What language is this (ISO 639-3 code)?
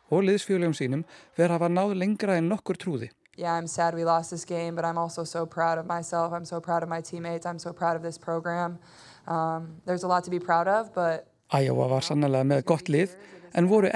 isl